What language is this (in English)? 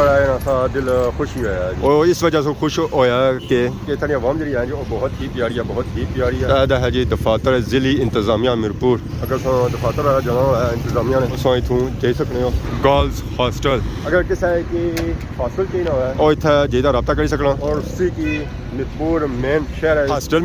Pahari-Potwari